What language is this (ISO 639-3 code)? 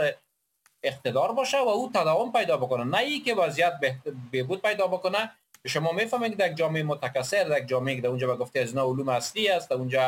fas